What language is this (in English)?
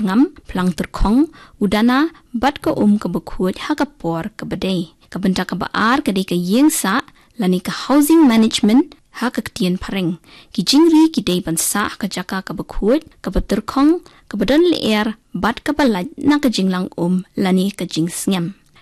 Khasi